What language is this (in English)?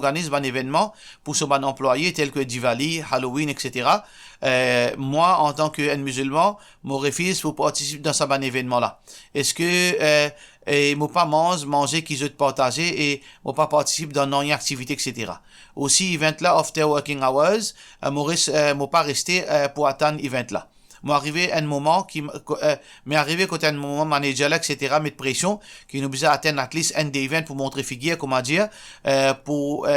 Morisyen